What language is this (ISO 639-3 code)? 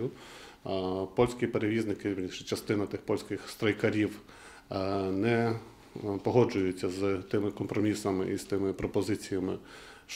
ukr